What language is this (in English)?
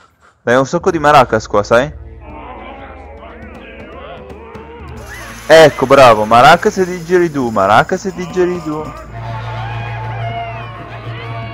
Italian